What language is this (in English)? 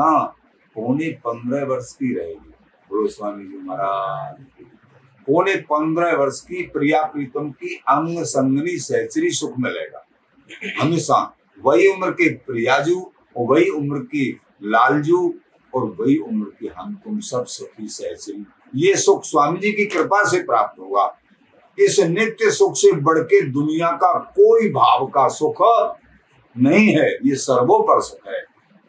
Hindi